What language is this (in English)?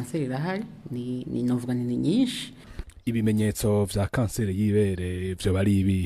Rundi